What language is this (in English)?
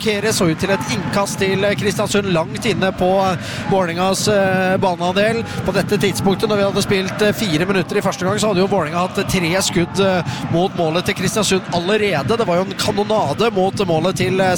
Norwegian